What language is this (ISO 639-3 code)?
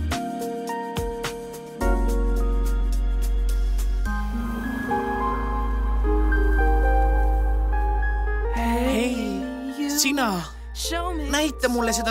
est